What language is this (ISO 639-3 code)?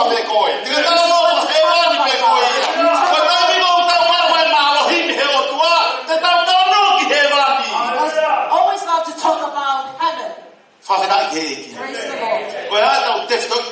ton